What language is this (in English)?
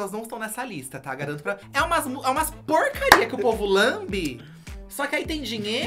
Portuguese